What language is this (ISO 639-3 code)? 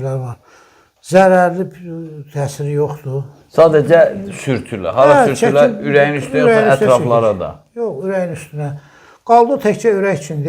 aze